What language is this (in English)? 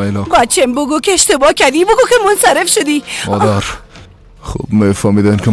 Persian